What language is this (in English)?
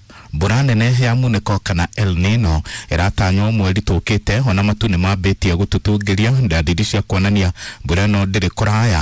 Kikuyu